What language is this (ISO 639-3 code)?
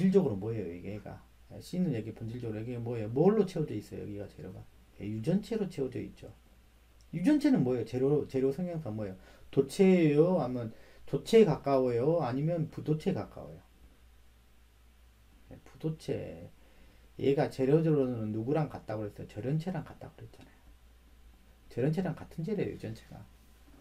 kor